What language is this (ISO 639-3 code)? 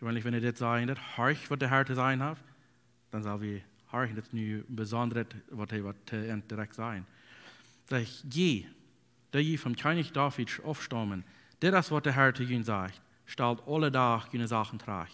pdt